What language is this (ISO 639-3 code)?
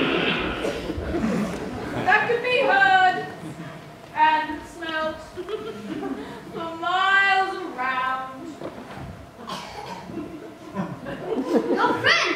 eng